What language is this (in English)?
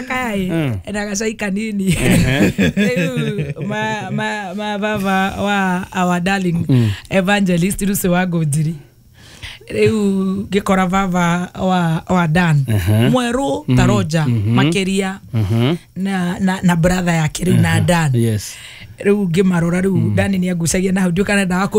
Kikuyu